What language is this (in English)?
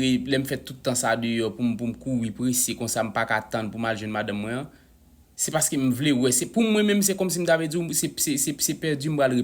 Haitian Creole